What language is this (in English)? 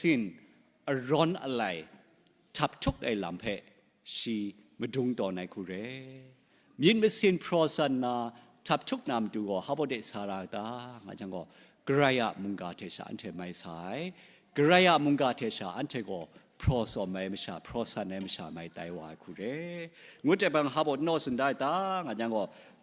Kachin